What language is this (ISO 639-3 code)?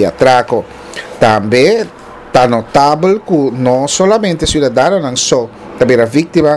pap